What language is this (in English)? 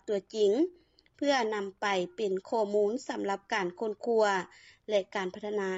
Lao